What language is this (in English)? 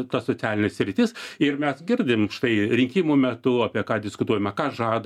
Lithuanian